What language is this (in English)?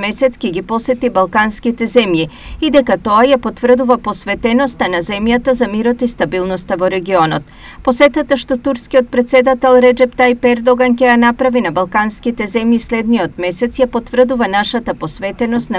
Macedonian